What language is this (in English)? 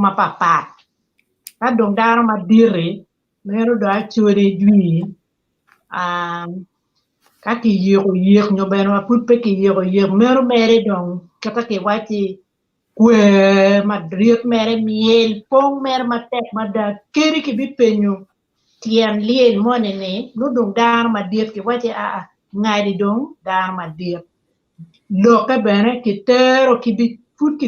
Acoli